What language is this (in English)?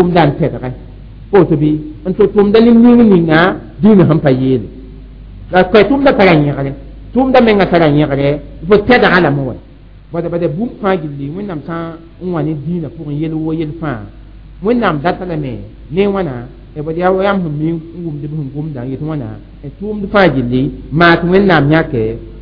Mossi